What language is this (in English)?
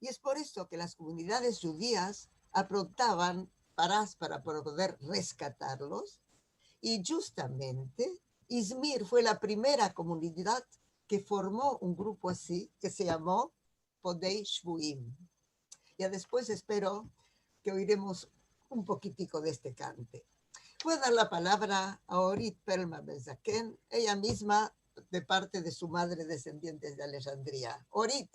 Ladino